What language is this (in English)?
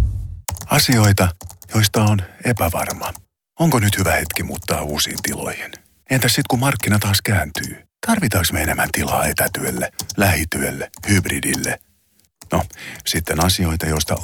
Finnish